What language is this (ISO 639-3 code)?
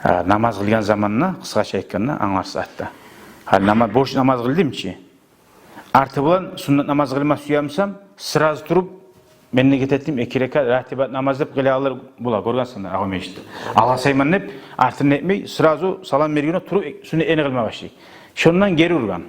kum